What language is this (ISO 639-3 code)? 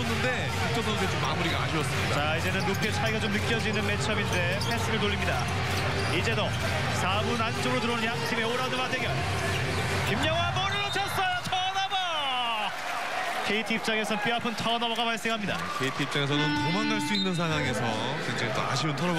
kor